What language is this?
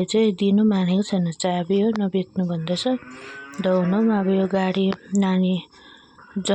Nepali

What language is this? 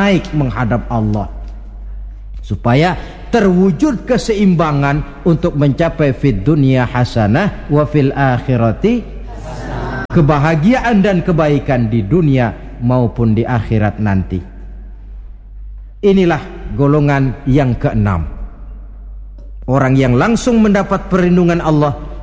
Indonesian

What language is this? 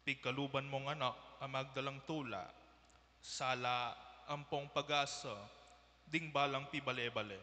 Pampanga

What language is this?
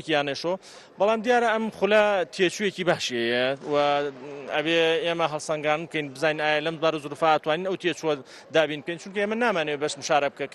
Central Kurdish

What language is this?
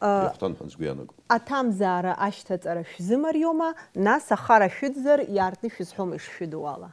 Abkhazian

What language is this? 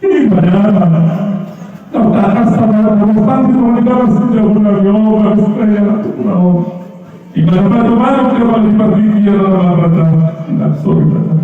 Batak Toba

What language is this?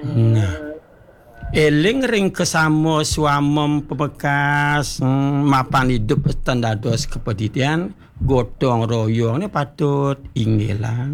Balinese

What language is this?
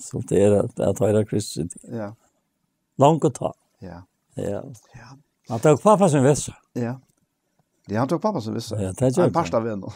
Faroese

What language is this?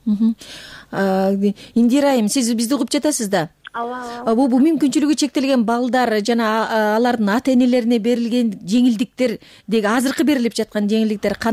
Kyrgyz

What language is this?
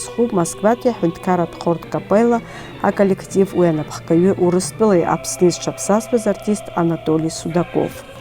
Abkhazian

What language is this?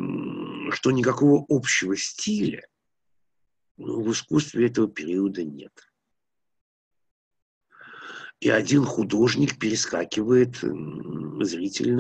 Russian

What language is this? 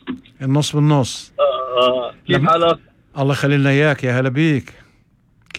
North Levantine Arabic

